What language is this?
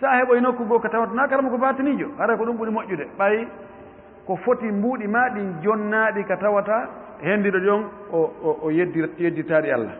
Fula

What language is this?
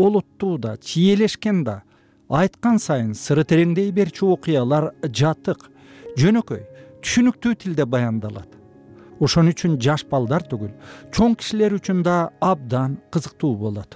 Kyrgyz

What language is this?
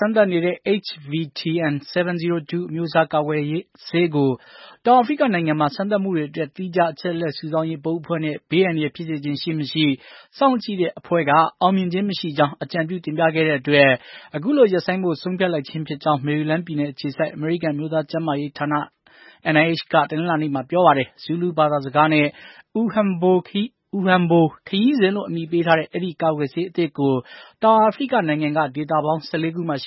Burmese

